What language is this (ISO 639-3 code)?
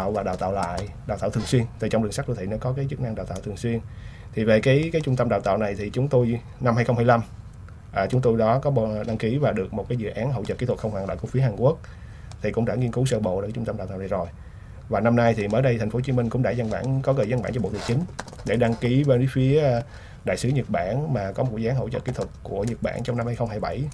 vie